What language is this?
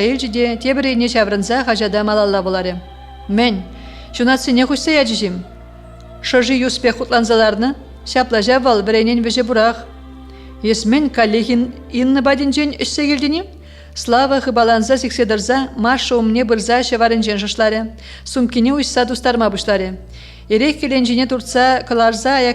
Chuvash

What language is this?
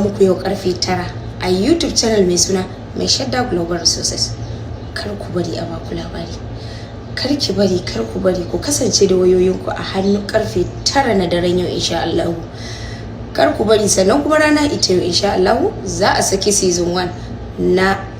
Hausa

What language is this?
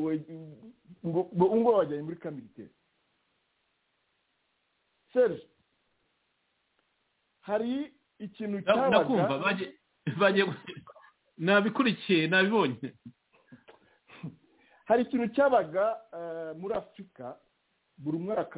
Kinyarwanda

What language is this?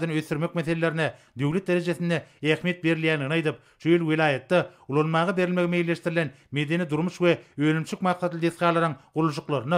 Turkmen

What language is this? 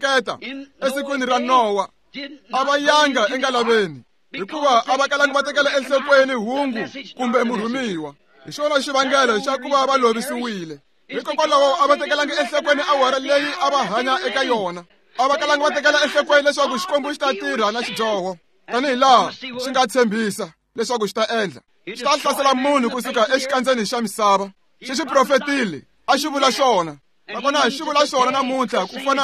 Tsonga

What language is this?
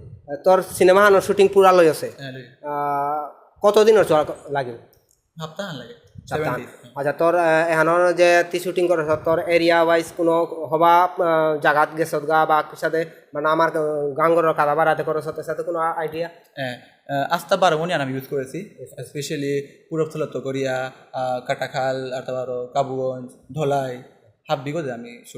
Bishnupriya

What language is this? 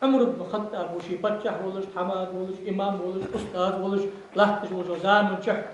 Ingush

